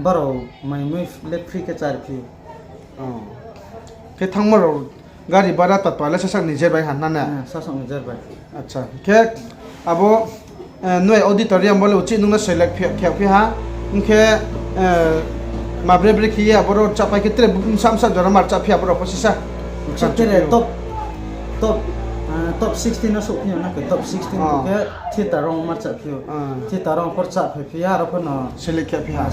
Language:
Riang (India)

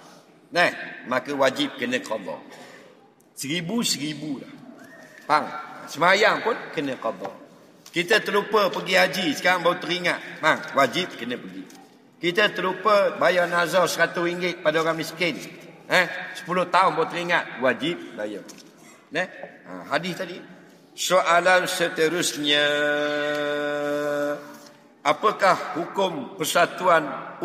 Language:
Malay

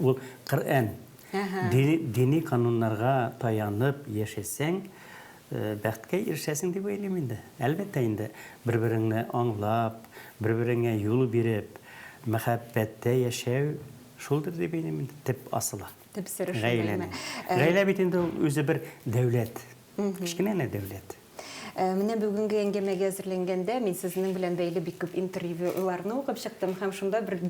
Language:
Tatar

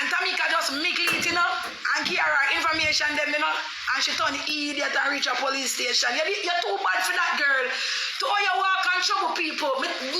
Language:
Jamaican Creole English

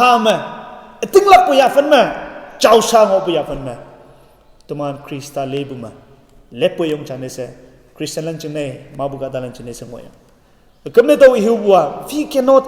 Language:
Konyak Naga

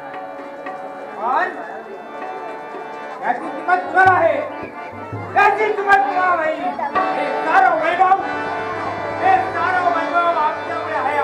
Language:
Marathi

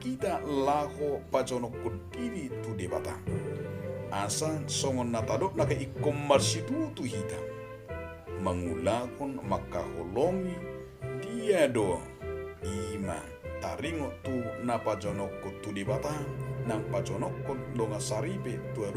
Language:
Batak Toba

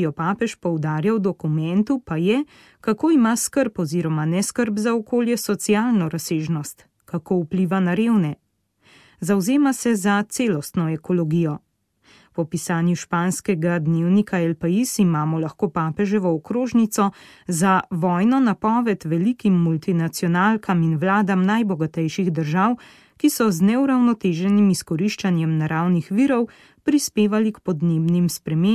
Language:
Slovenian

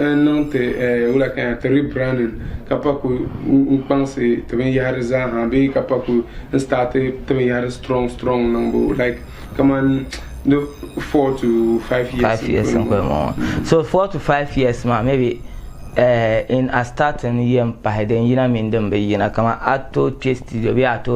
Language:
Dagbani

